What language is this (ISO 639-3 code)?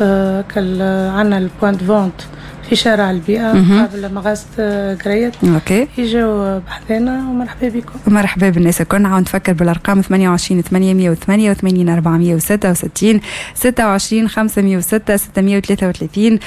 aeb